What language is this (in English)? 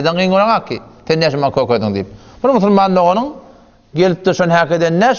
Turkmen